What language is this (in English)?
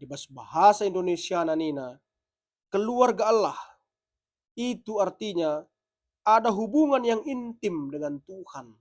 Batak Karo